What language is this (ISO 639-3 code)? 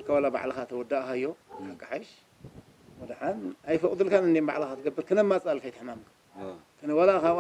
tir